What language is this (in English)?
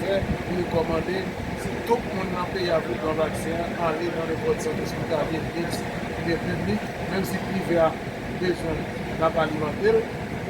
Haitian Creole